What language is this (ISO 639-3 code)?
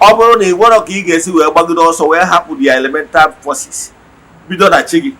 ibo